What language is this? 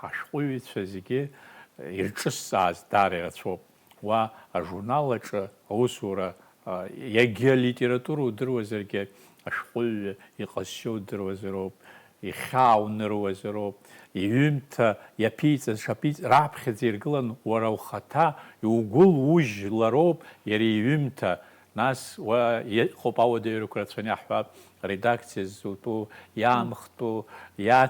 Abkhazian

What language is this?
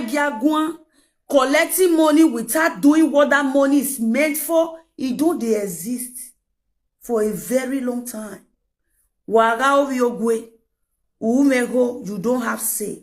Nigerian Pidgin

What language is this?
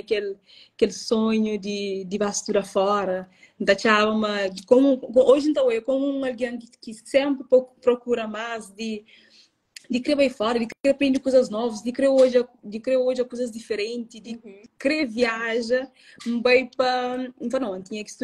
Kabuverdianu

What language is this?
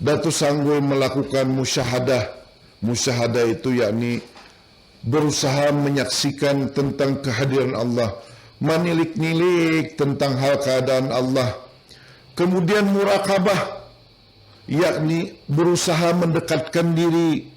Banjar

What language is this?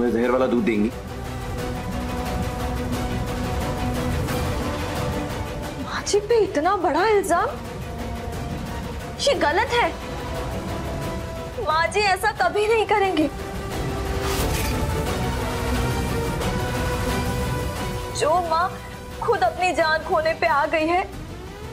Hindi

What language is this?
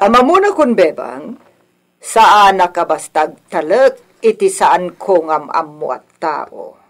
Iloko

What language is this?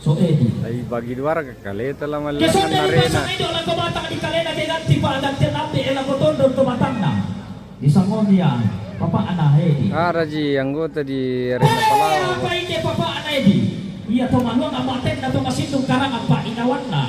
Toraja-Sa'dan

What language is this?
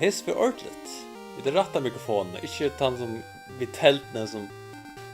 Faroese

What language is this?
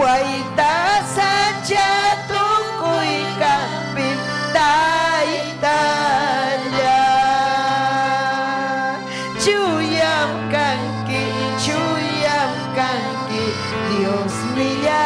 Ayacucho Quechua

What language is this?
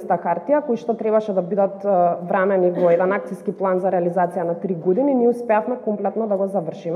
Macedonian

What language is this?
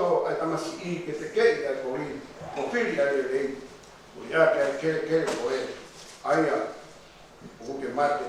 Tongan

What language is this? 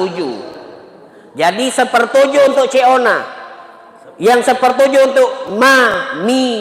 Musi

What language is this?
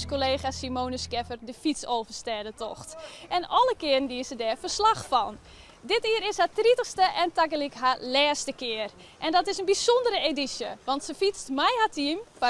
Western Frisian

